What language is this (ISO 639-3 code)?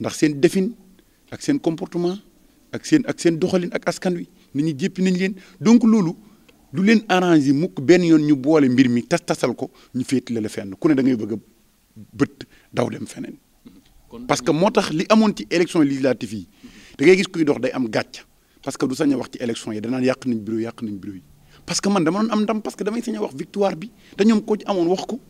wol